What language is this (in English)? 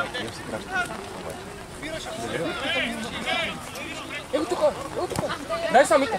Bulgarian